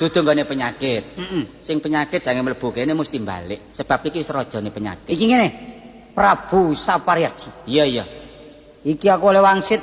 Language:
Javanese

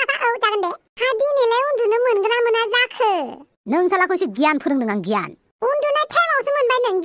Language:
Bodo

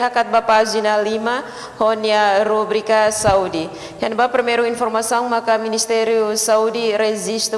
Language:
Tetum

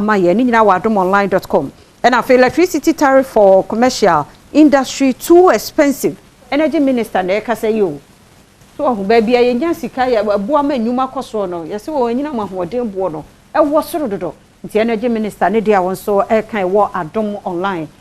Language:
Akan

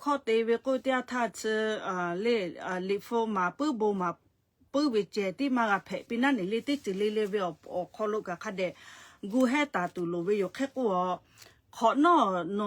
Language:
Lahu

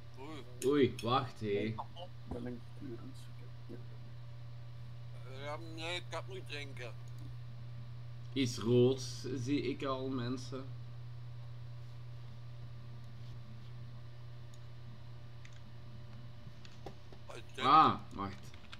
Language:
Dutch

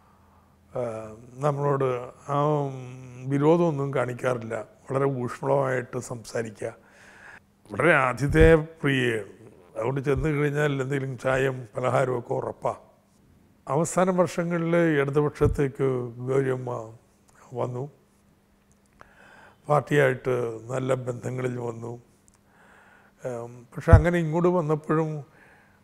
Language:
Malayalam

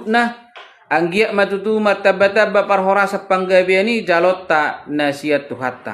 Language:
Batak Toba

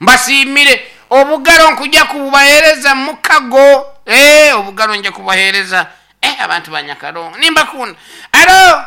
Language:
Nyankole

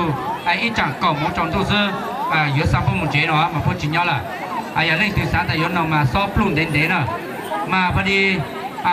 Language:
Hmong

